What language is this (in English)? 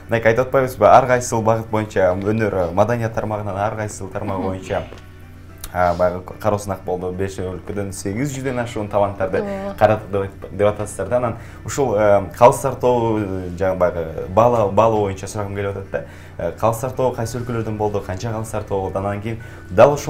Kyrgyz